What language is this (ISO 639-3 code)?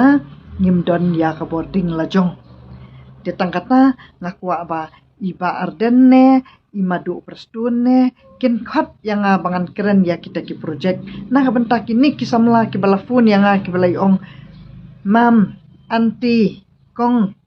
kha